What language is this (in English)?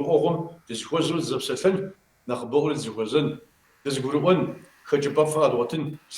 Kabardian